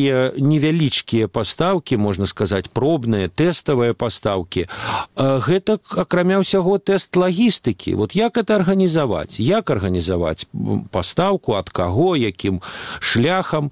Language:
Belarusian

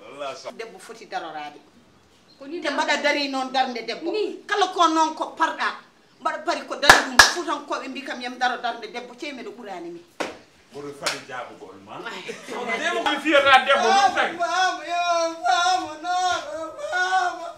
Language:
Fula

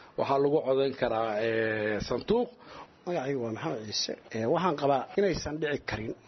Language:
Somali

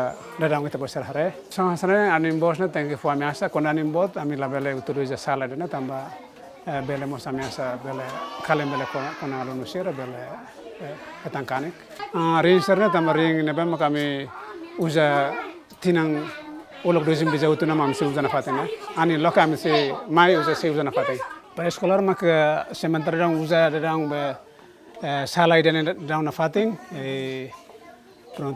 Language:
Tetum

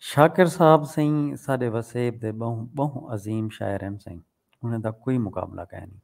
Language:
Saraiki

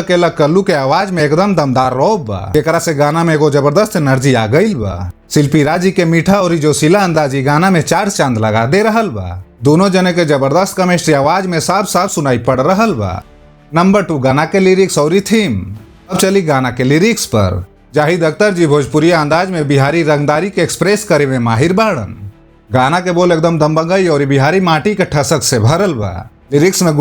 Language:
Bhojpuri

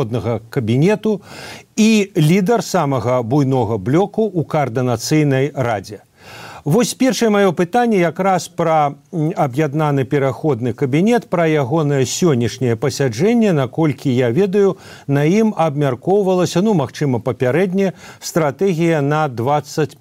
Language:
Belarusian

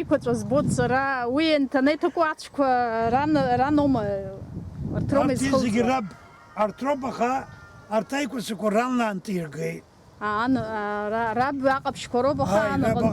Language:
Abkhazian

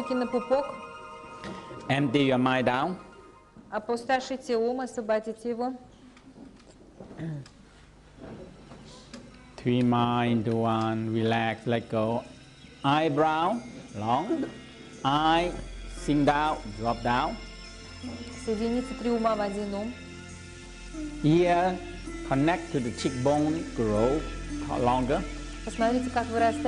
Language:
Russian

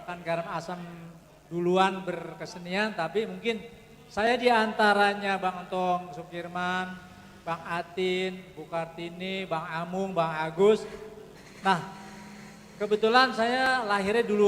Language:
Betawi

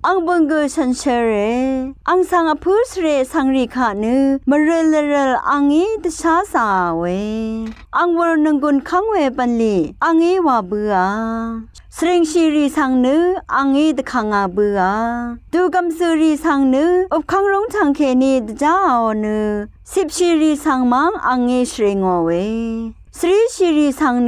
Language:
Rawang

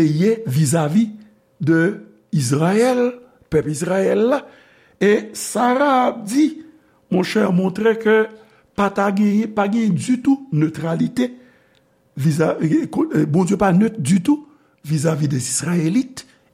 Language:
Haitian Creole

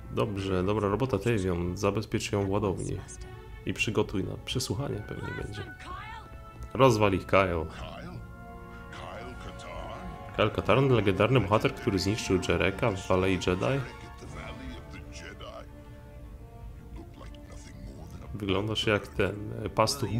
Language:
Polish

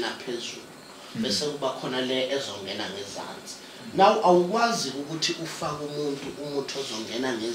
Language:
Zulu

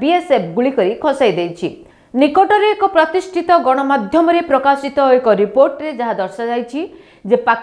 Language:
Odia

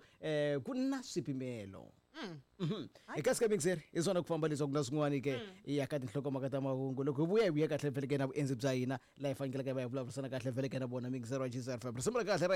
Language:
Tsonga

